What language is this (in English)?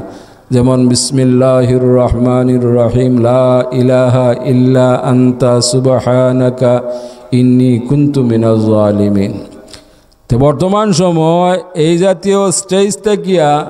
Sylheti